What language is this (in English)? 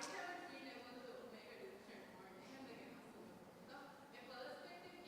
Divehi